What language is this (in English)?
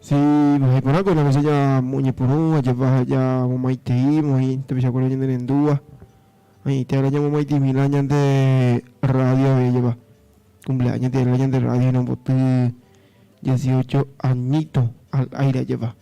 Guarani